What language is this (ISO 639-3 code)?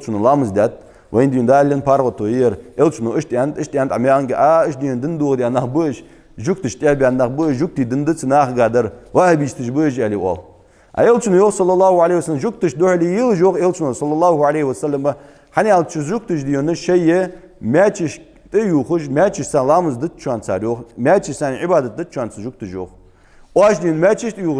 inh